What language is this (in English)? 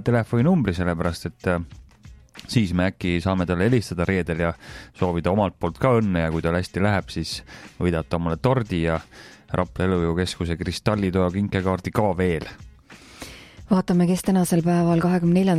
Estonian